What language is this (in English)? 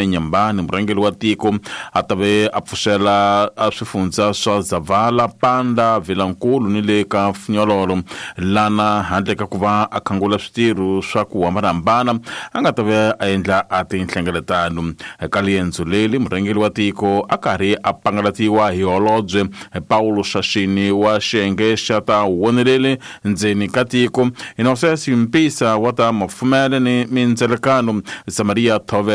Tsonga